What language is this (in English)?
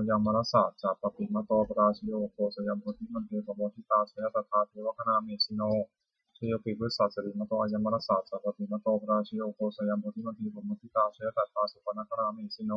Pali